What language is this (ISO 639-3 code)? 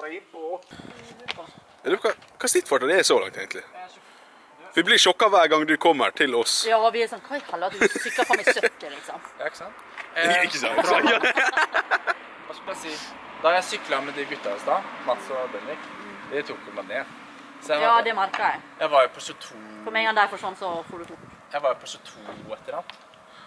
nor